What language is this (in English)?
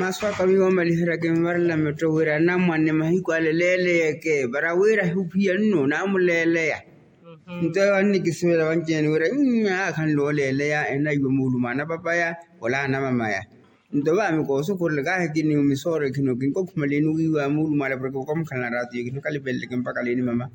Makhuwa